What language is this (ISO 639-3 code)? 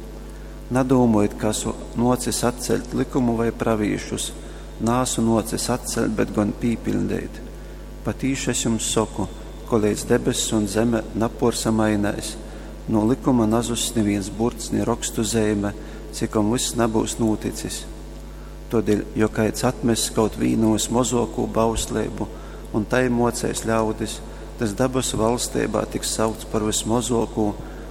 ltg